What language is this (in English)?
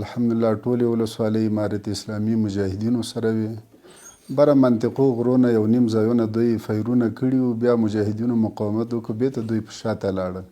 Pashto